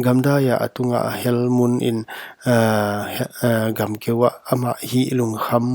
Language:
Paite Chin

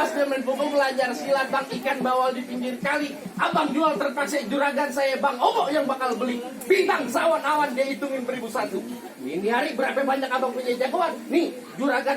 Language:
Betawi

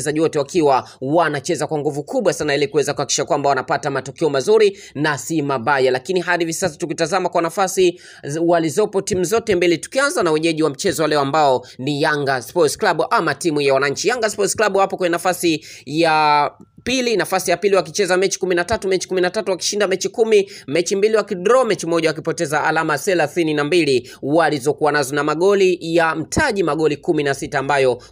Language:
Swahili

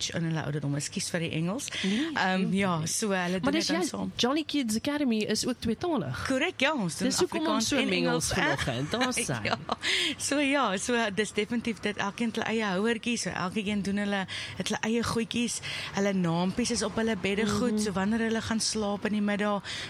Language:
Afrikaans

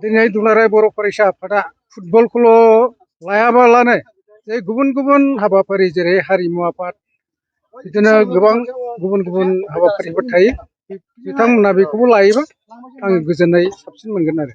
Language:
Bodo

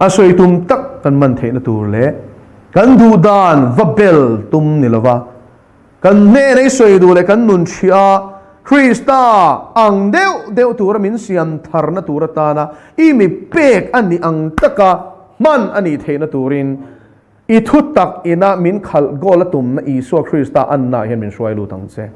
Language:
Mizo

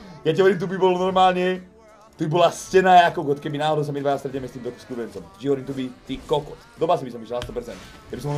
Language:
Slovak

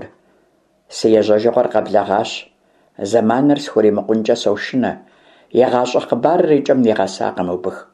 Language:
Kabardian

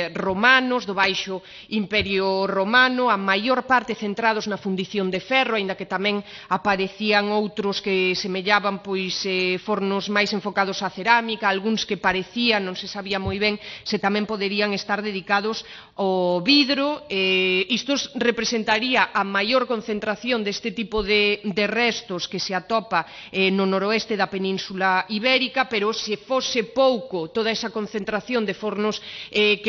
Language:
Galician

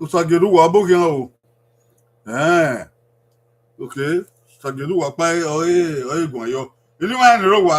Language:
Bini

